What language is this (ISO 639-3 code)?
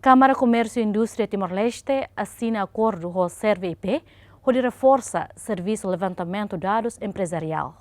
tet